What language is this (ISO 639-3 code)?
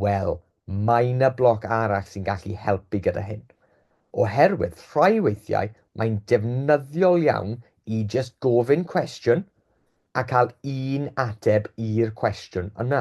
cym